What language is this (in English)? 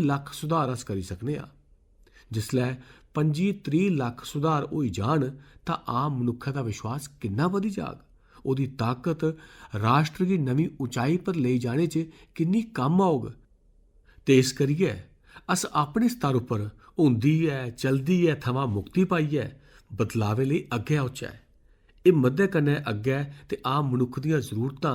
Dogri